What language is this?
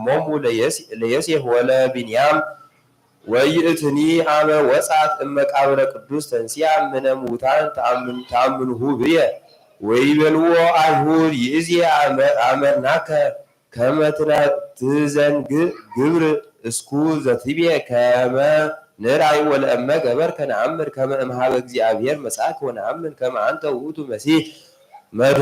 Geez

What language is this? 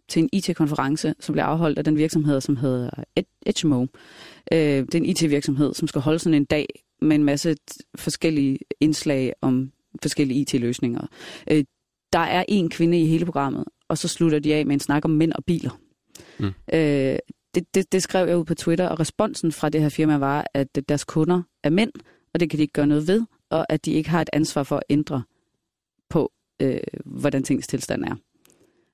Danish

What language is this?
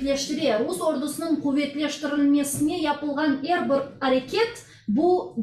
Crimean Tatar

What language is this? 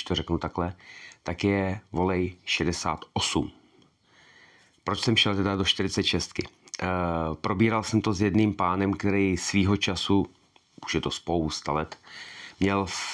Czech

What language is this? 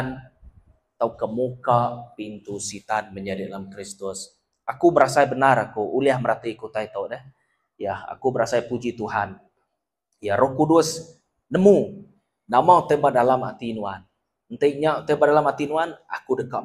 Iban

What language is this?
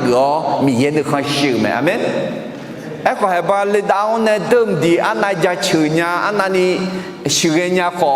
Akha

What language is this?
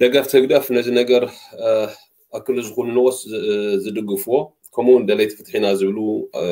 Tigrinya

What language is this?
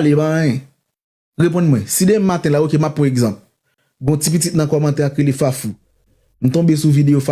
Haitian Creole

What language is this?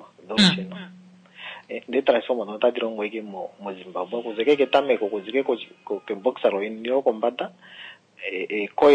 Kuanyama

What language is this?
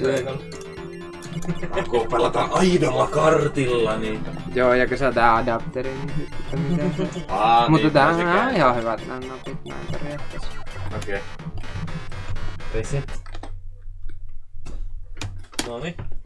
Finnish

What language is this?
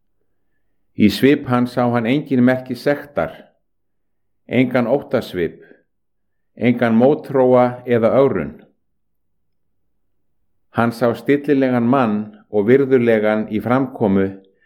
Icelandic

